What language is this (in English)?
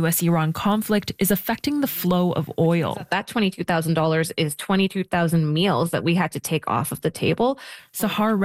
English